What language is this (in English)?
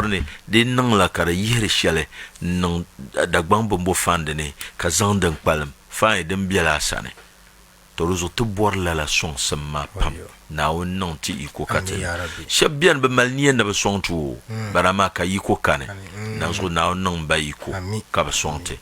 Dagbani